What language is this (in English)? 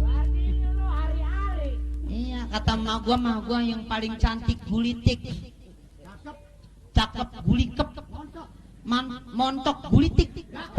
Betawi